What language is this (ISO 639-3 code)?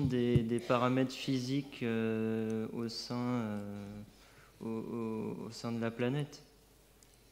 fra